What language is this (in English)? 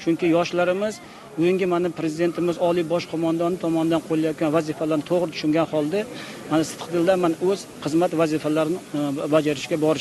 Uzbek